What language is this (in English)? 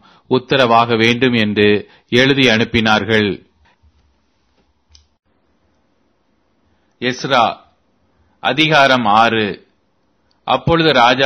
Tamil